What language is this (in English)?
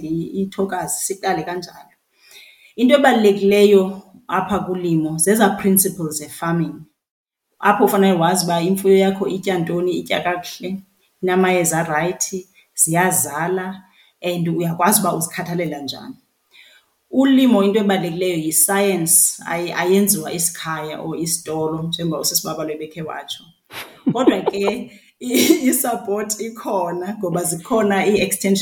Xhosa